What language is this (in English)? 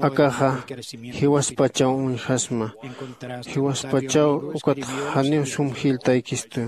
Aymara